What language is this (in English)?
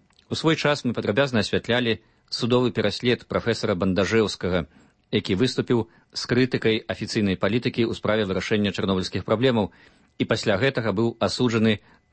Belarusian